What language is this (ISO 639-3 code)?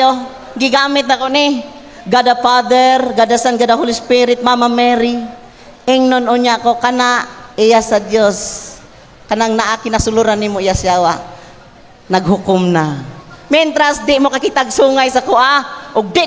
ceb